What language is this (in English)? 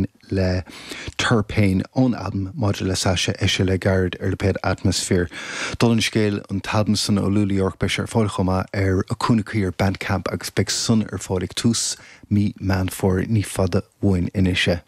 Irish